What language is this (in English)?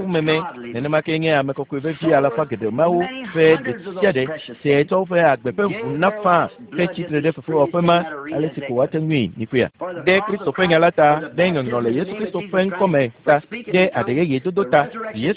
Ewe